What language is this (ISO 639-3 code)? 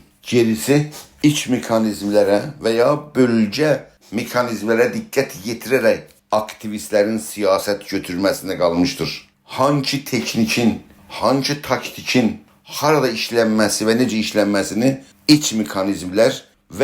azb